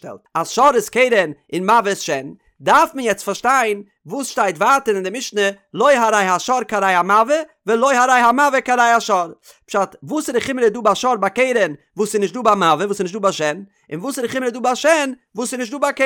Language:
Yiddish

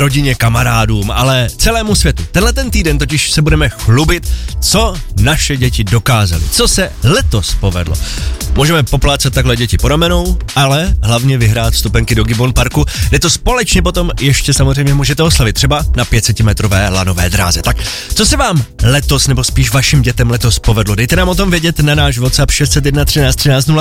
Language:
Czech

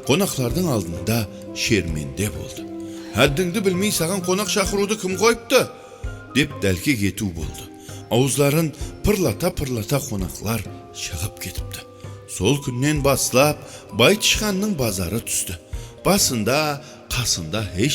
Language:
Kara-Kalpak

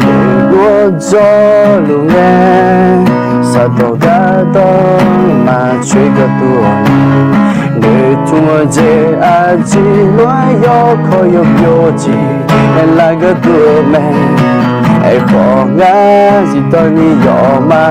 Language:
Akha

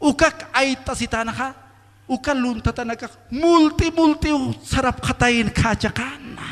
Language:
Aymara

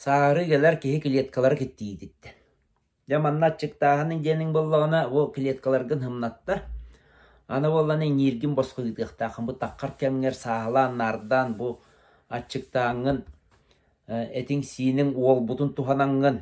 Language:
Yakut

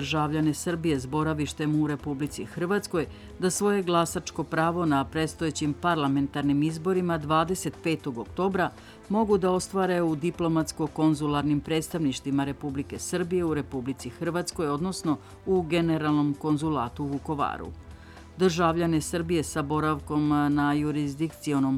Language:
Serbian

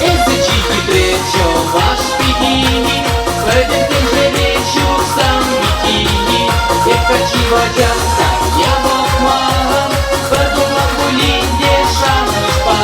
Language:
Chuvash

